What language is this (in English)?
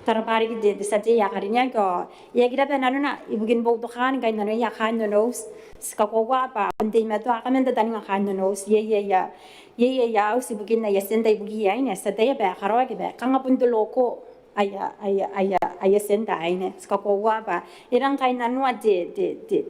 Gilbertese